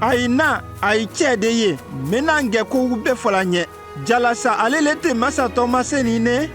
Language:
Konyanka Maninka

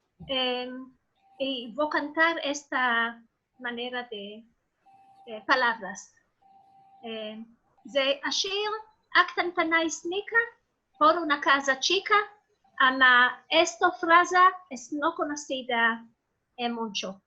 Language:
Ladino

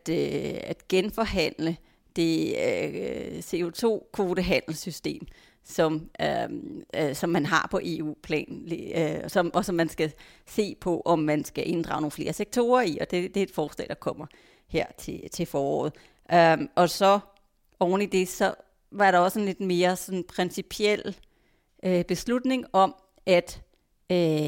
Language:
Danish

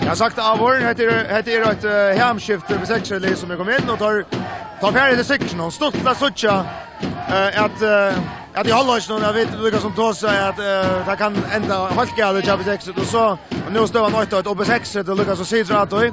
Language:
Faroese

